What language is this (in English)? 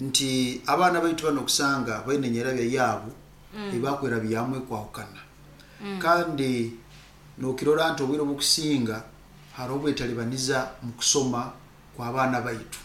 Nyoro